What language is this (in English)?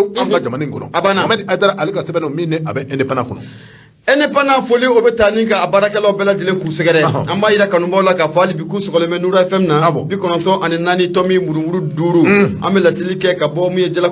Bambara